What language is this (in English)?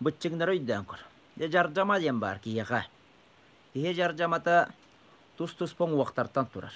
Yakut